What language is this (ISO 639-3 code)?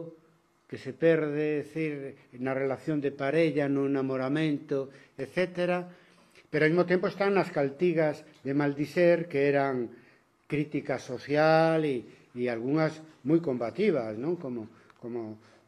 glg